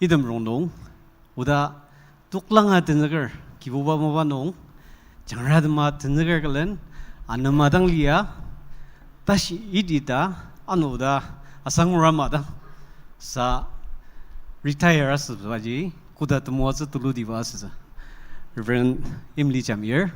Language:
Ao Naga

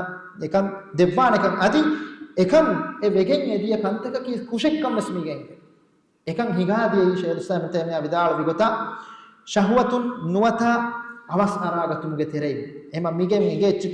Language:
Divehi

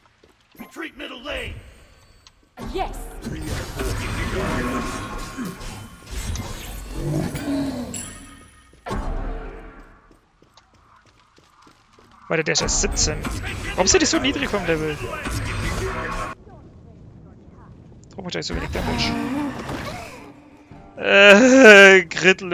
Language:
German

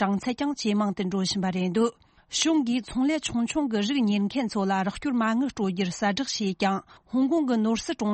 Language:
Tibetan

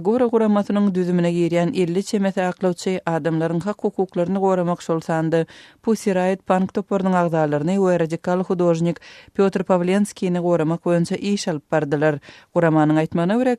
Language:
Turkmen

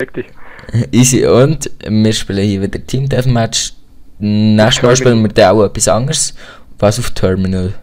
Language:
Swiss German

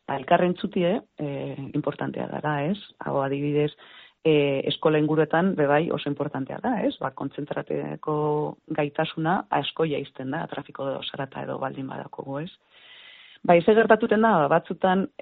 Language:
Basque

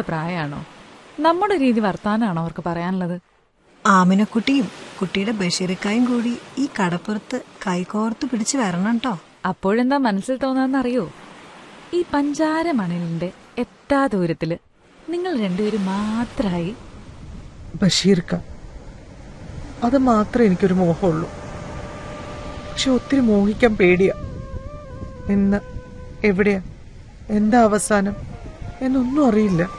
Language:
Malayalam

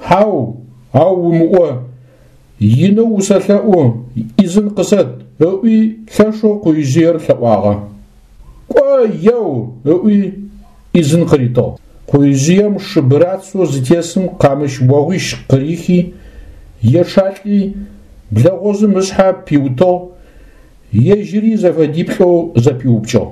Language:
Adyghe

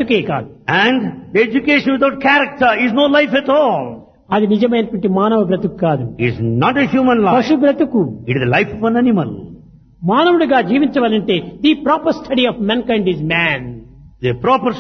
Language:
Telugu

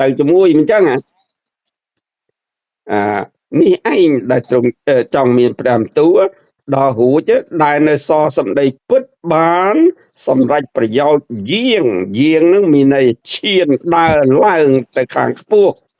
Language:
Khmer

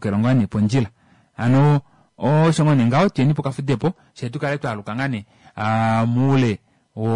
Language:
Kuanyama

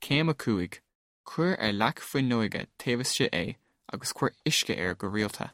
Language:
Irish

